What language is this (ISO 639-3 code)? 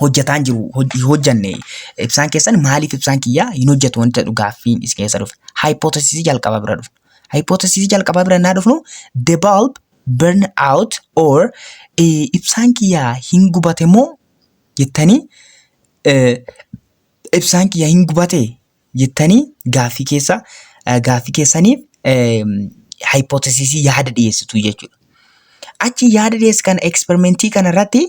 orm